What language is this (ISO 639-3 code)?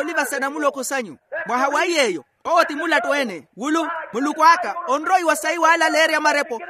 vmw